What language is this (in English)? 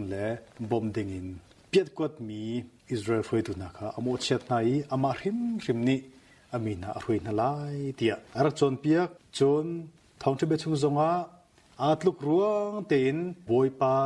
Hakha Chin